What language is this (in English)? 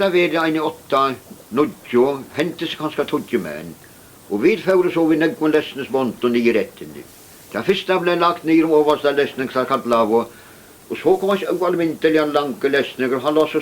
Faroese